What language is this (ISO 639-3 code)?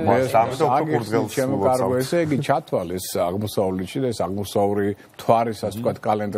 kat